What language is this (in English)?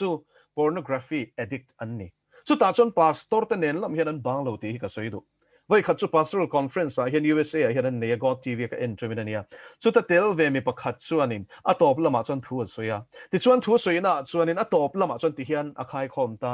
Mizo